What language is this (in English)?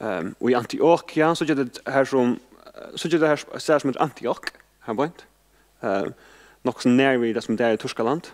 Faroese